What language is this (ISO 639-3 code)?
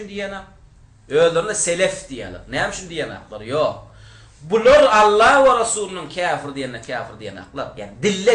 tuk